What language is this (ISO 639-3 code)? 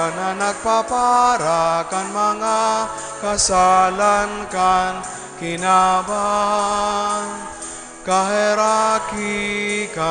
bik